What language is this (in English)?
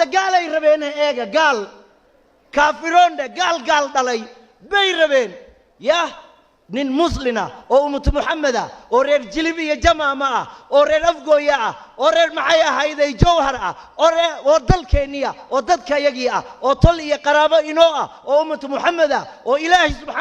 Somali